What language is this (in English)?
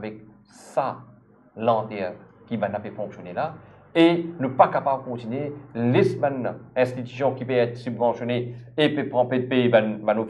Morisyen